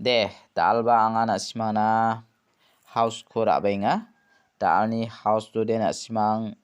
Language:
Garo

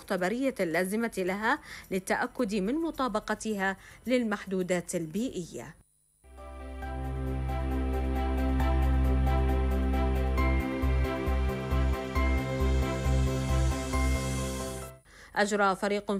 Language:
Arabic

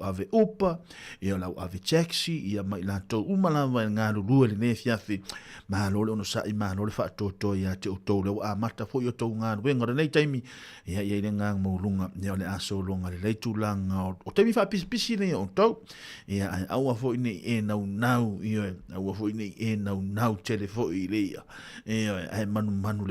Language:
Samoan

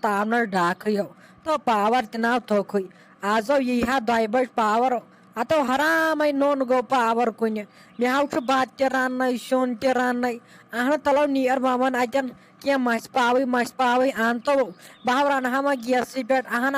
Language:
Kashmiri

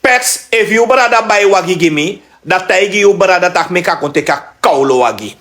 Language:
Sranan Tongo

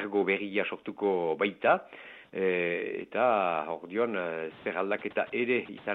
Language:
Basque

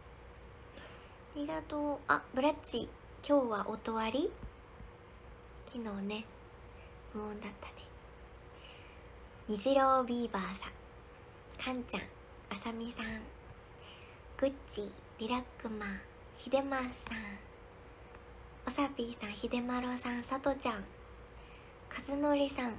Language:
Japanese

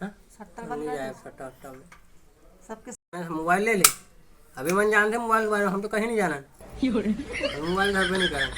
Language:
Chhattisgarhi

